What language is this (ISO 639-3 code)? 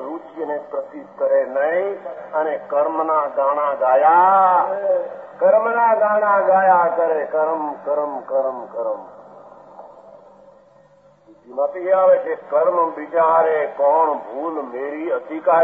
guj